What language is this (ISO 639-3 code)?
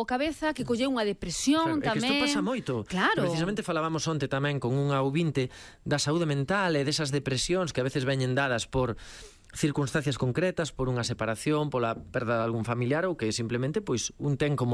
glg